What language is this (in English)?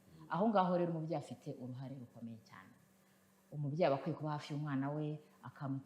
Kinyarwanda